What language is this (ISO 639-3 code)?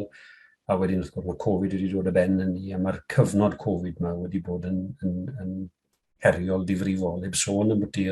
cym